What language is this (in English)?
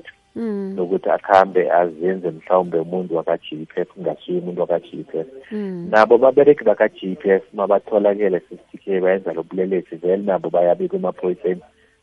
South Ndebele